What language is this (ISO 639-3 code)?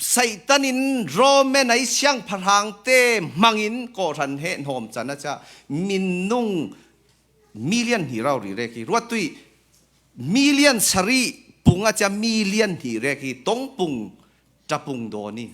cfm